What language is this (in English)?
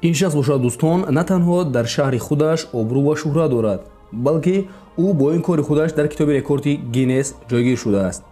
Tajik